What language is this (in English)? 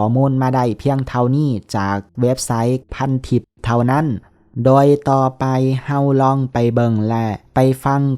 Lao